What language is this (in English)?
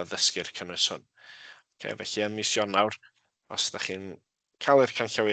Welsh